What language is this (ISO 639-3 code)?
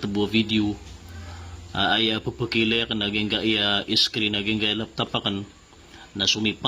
mrw